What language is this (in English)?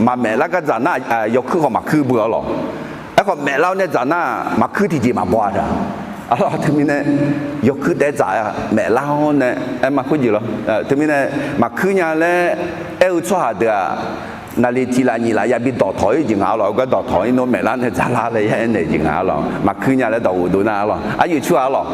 Akha